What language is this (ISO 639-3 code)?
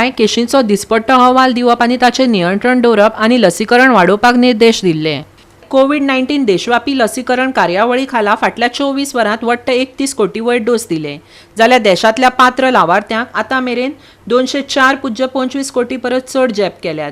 kok